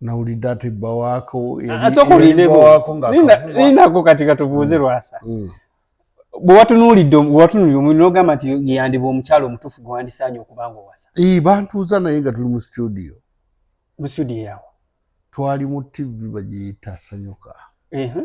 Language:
Ganda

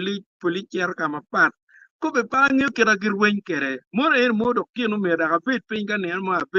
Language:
Acoli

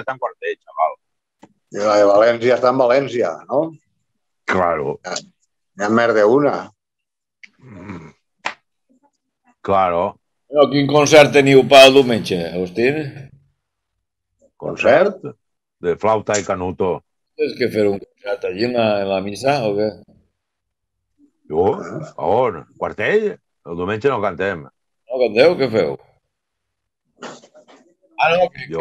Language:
Catalan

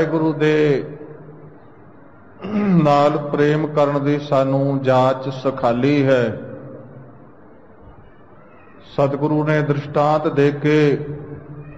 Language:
Punjabi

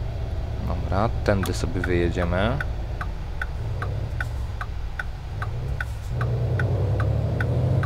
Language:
Polish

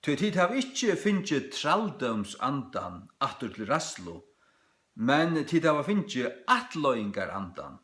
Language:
Faroese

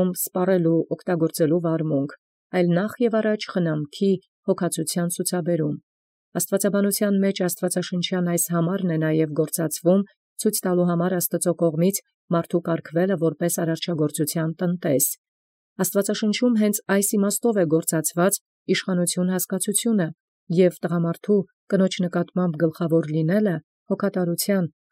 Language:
Armenian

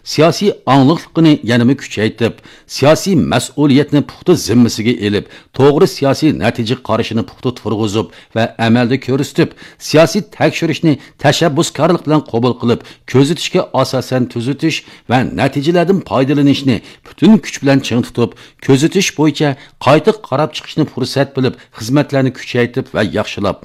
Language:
Uyghur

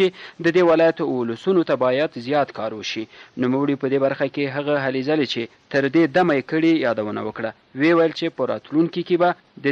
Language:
Pashto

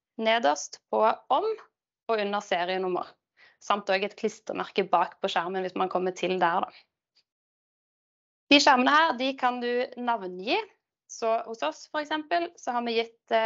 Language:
Norwegian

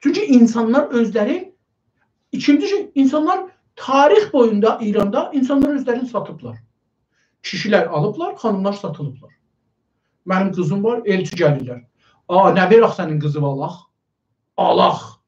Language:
South Azerbaijani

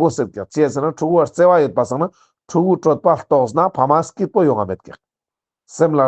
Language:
Ladakhi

